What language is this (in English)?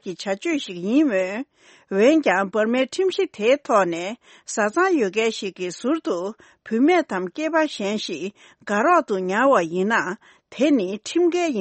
Tibetan